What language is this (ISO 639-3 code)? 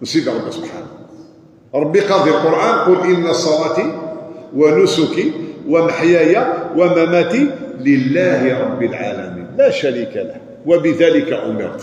kab